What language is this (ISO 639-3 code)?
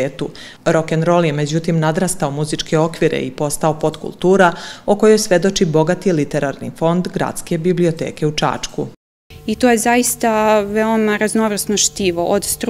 srp